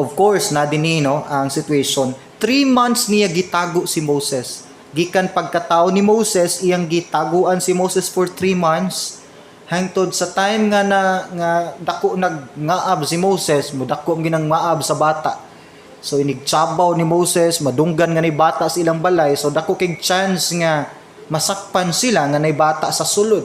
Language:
Cebuano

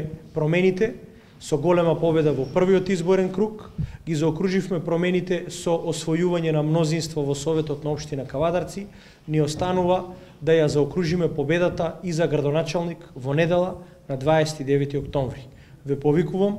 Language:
Macedonian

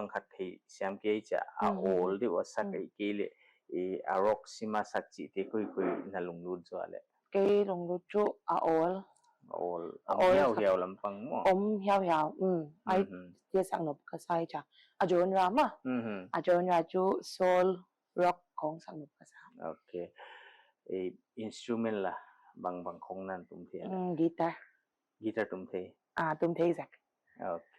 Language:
Paite Chin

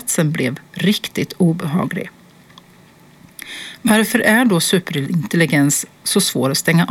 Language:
Swedish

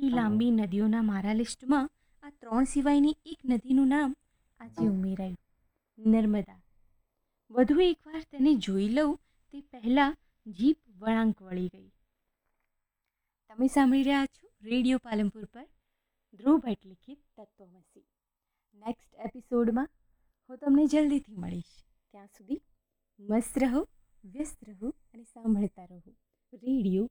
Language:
Gujarati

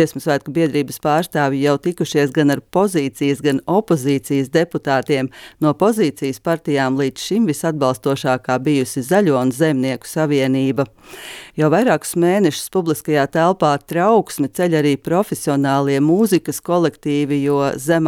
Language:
Latvian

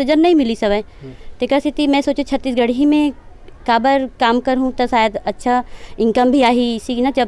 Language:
Chhattisgarhi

